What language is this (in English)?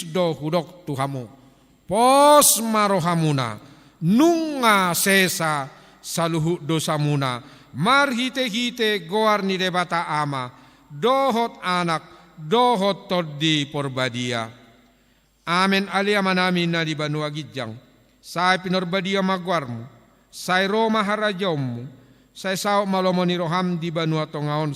Batak Toba